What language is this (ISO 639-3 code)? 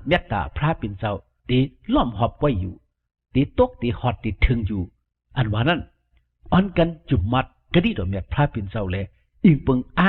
shn